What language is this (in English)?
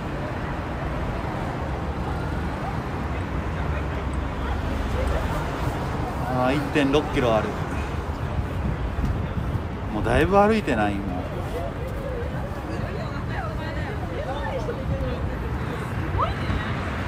Japanese